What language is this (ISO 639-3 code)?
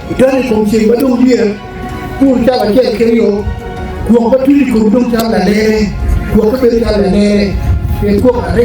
ach